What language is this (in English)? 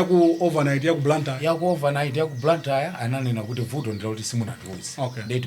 Nyanja